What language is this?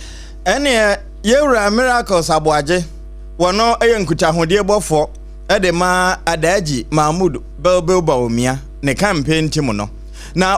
Akan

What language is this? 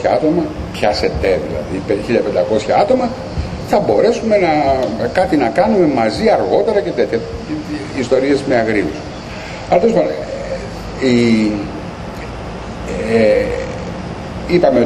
Greek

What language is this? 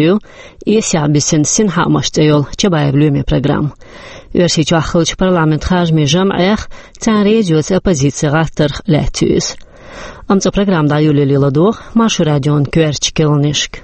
Chechen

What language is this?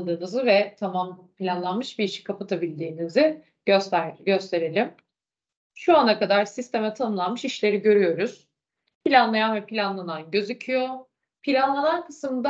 Turkish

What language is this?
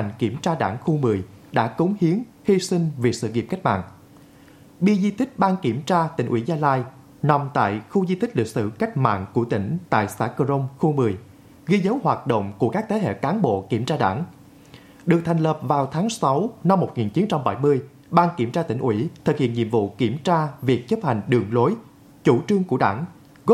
Vietnamese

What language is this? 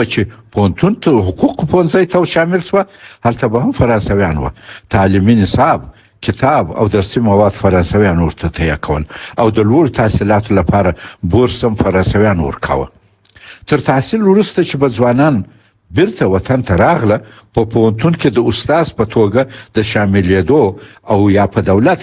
Pashto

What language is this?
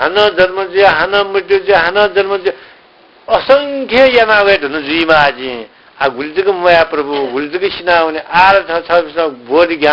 Newari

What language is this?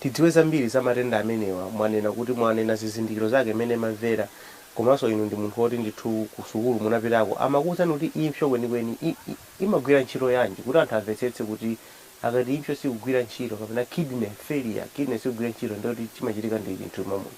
Nyanja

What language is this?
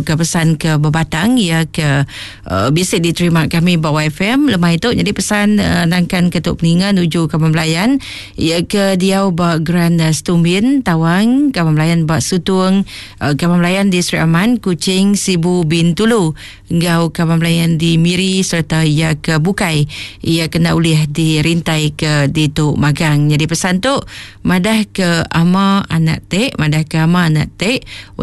Iban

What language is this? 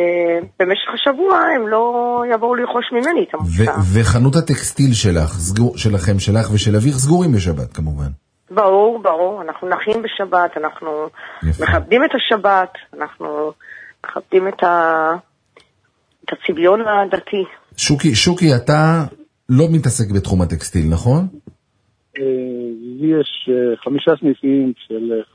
Hebrew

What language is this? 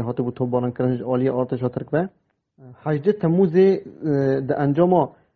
Kurdish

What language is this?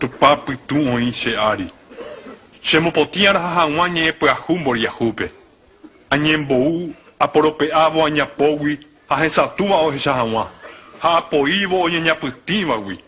Guarani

